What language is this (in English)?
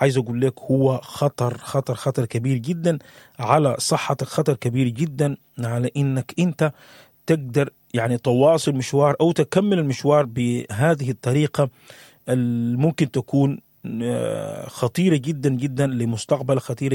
Sudanese Arabic